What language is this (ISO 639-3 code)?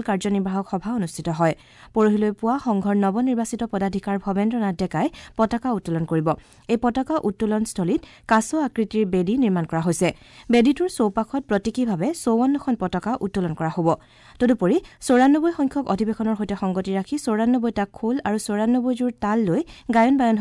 asm